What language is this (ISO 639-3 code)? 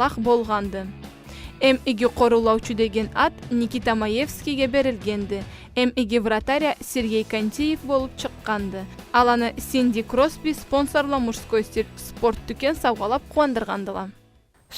krc